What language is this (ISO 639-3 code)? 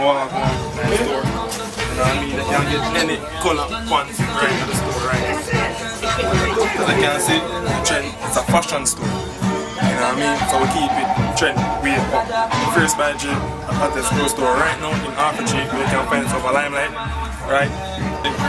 jam